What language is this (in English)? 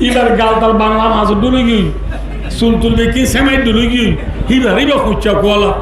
Rohingya